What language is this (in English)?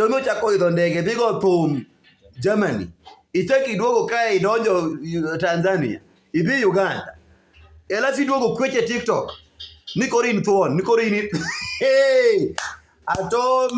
Luo (Kenya and Tanzania)